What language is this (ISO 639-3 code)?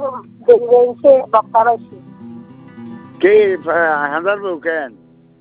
ben